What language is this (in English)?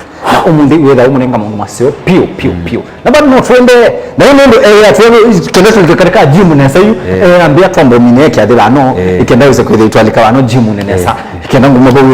Kamba